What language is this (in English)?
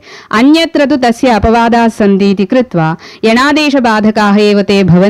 Sanskrit